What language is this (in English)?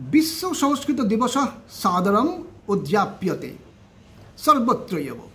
Sanskrit